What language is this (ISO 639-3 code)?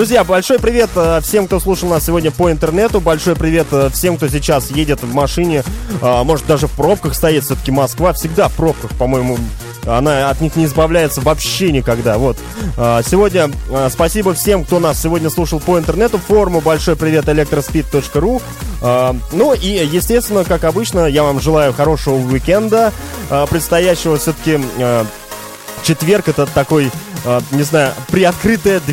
rus